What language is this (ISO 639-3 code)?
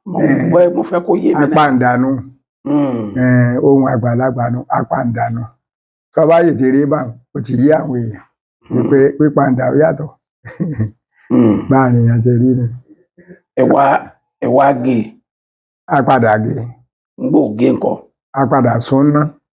yor